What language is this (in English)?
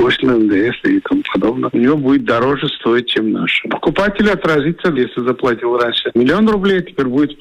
Russian